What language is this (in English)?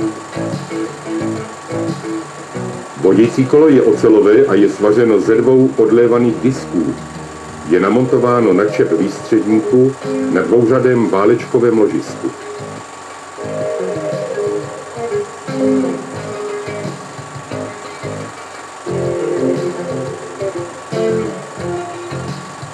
Czech